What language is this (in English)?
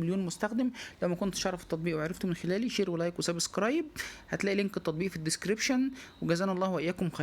Egyptian Arabic